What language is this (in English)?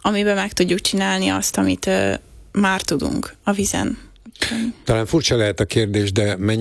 Hungarian